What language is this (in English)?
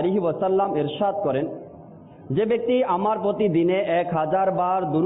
Bangla